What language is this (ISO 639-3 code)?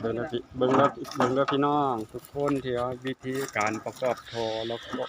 lao